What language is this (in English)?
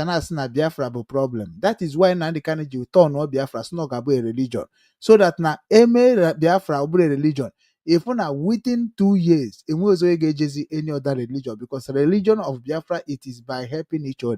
Igbo